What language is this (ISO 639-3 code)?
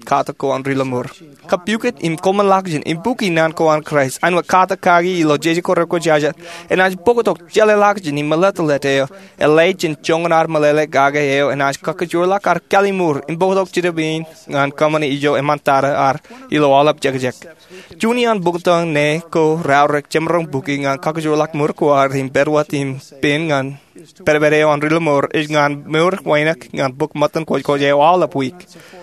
mah